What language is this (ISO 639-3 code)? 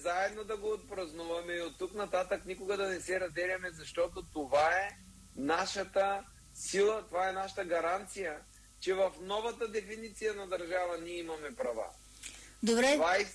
bul